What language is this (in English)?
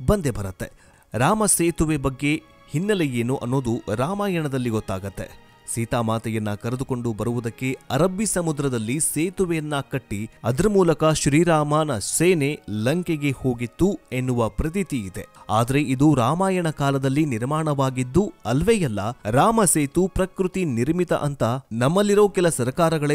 Kannada